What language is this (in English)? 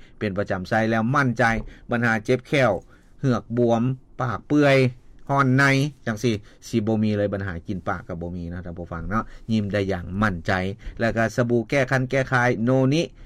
Lao